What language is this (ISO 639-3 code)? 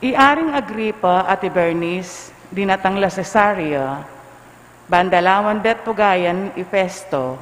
pam